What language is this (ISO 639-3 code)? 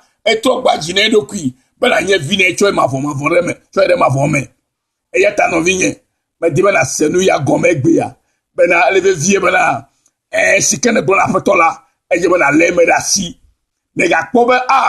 ewe